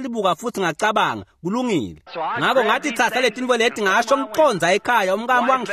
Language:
Swati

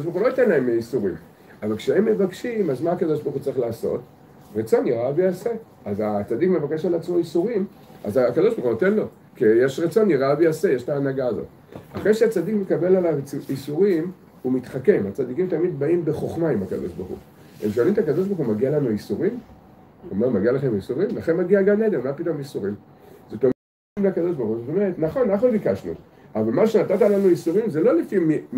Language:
Hebrew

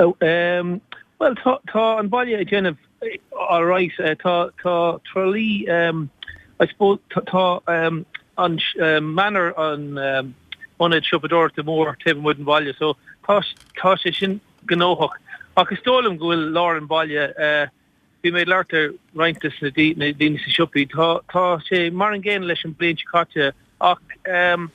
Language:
Irish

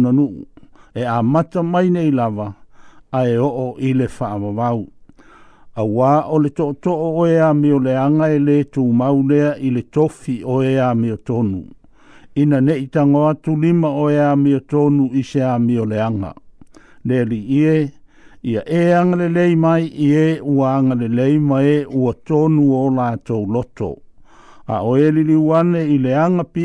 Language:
Samoan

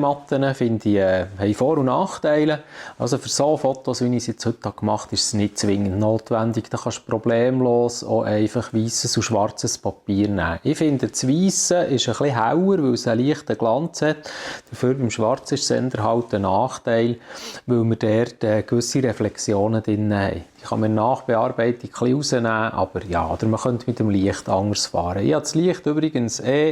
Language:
Swiss German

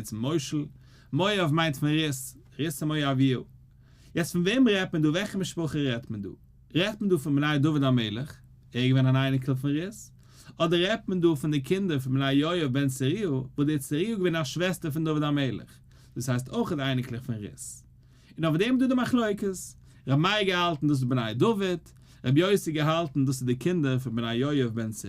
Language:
Yiddish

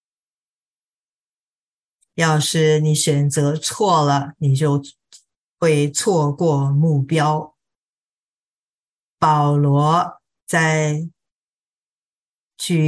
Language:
Chinese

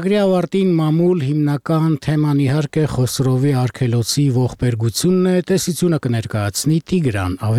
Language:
Armenian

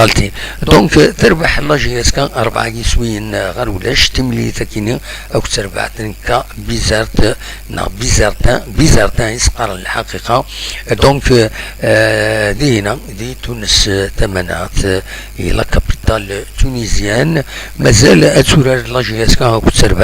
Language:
Kabyle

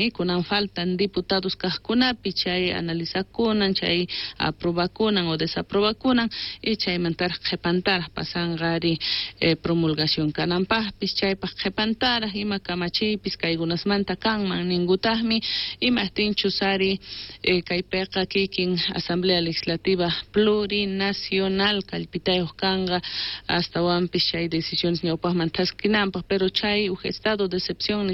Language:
South Bolivian Quechua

